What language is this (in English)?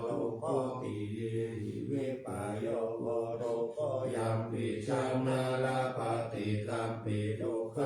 Pali